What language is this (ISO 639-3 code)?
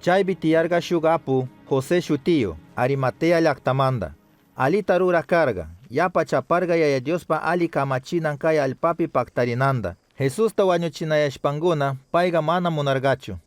qug